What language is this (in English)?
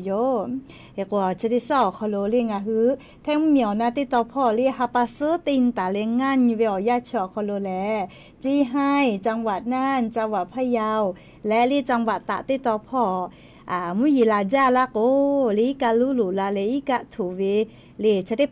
Lahu